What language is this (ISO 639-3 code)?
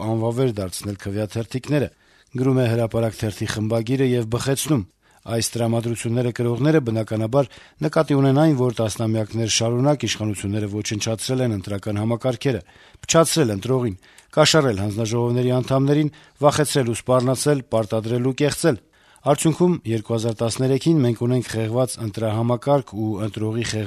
hye